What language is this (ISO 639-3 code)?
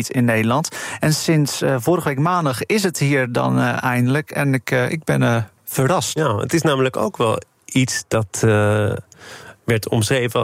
nld